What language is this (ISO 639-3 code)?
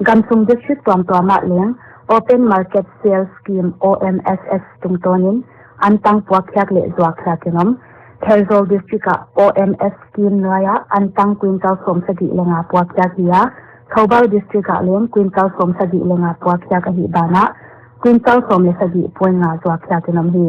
pck